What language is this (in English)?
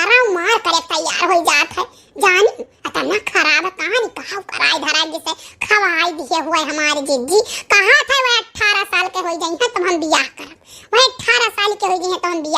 Awadhi